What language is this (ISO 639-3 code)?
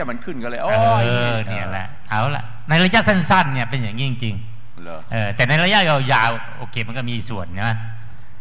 tha